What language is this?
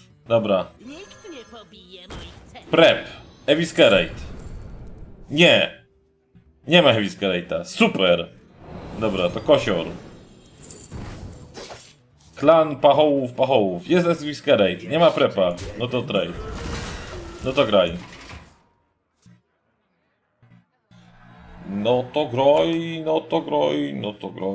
Polish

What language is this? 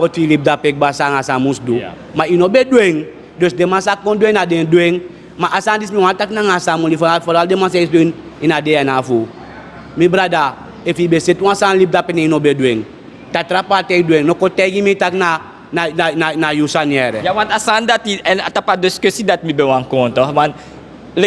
Sranan Tongo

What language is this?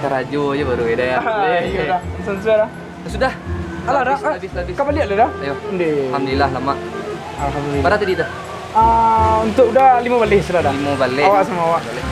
Minangkabau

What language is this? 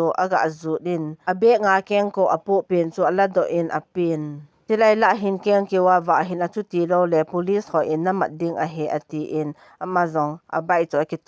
Thado Chin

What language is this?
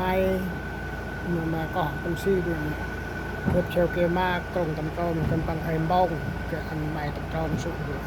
Central Mnong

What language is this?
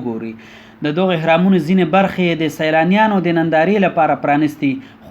Pashto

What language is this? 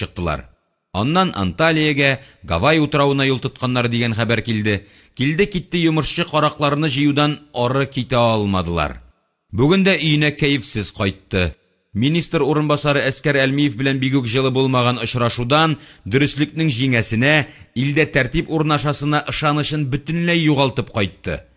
Tatar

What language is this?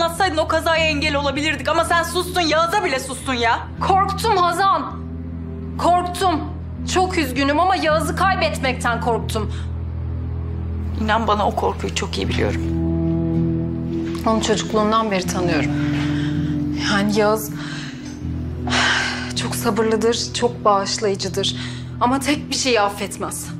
Turkish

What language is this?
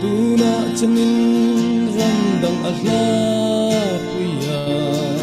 Falam Chin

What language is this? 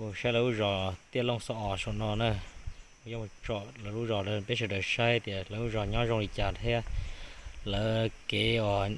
Hmong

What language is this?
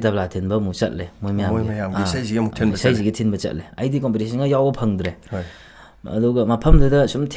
Manipuri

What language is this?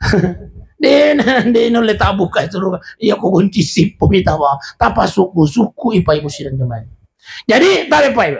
Buginese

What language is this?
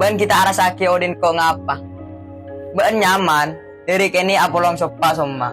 Madurese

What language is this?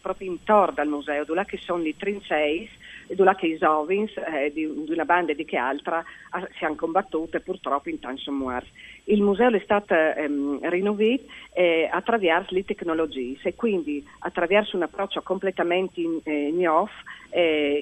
Friulian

